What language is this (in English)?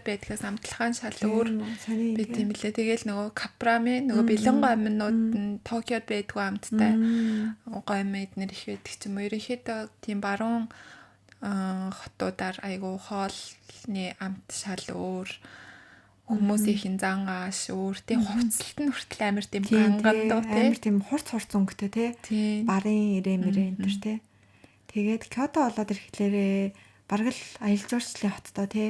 Mongolian